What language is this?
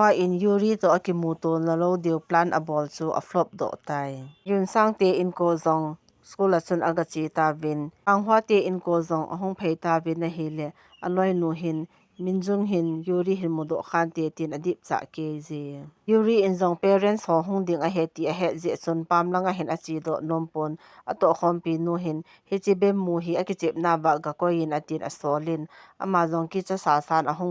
Thado Chin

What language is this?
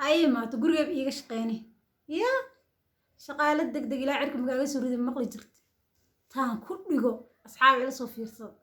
Somali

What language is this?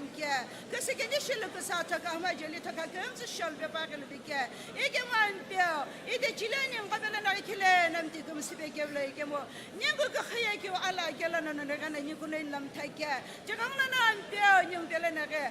Sumi Naga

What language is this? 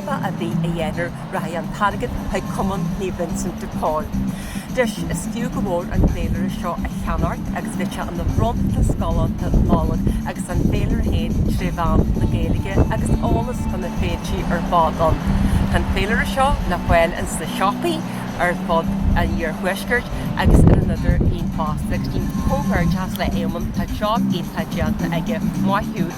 Irish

